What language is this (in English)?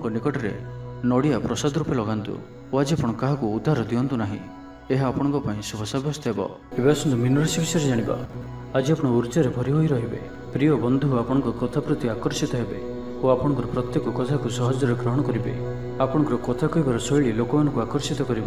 Odia